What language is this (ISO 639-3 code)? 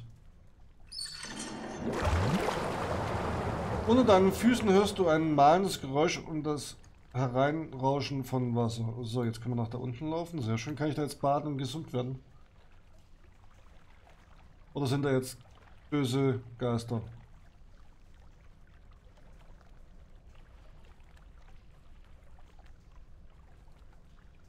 deu